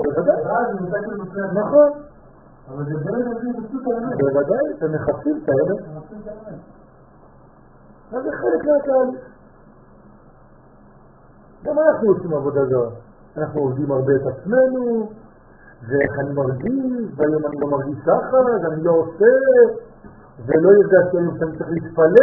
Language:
Hebrew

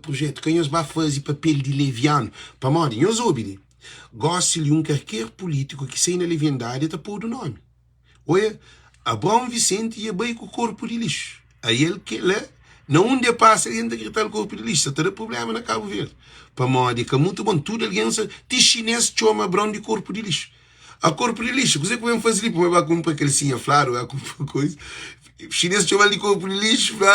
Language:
Kabuverdianu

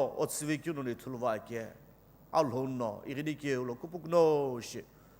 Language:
Sumi Naga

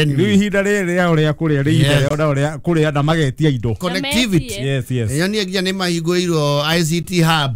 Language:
Kikuyu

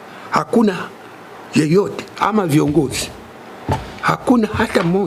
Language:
Swahili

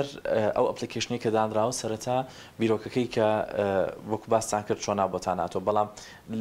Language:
Central Kurdish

